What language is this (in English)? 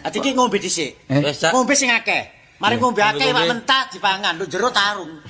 Javanese